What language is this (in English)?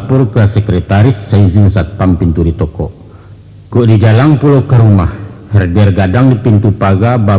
Minangkabau